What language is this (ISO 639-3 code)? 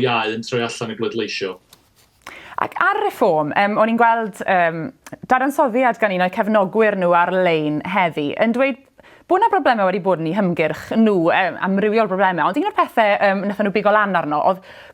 cym